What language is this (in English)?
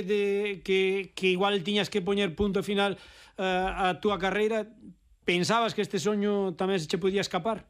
Galician